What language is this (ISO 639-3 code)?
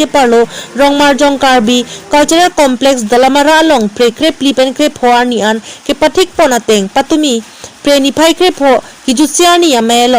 mjw